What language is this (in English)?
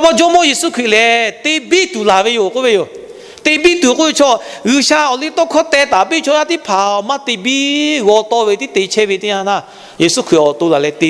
Lahu